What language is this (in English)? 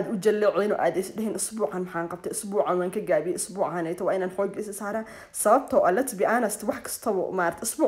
Somali